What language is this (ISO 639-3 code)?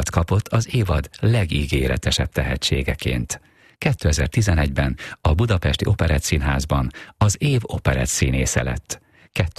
hun